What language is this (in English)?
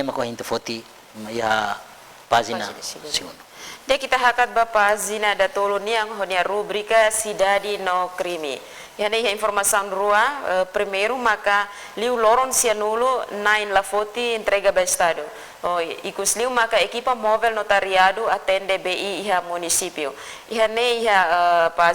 Tetum